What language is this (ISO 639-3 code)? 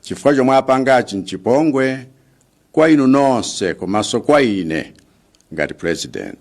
nya